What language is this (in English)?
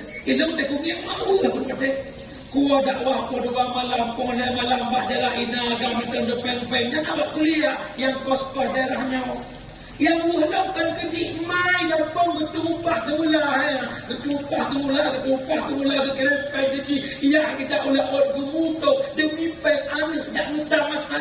Achinese